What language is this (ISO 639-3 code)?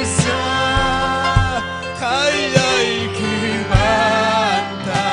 quy